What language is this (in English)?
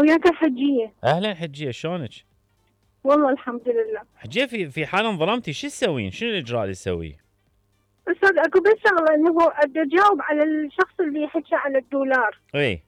Mesopotamian Arabic